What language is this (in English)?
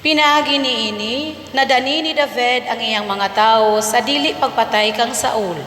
Cebuano